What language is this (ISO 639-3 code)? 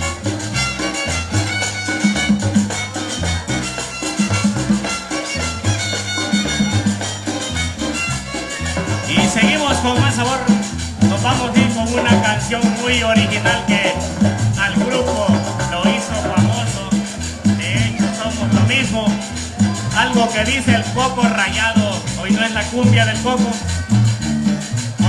spa